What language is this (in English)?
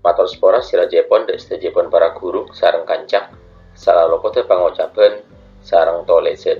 Madurese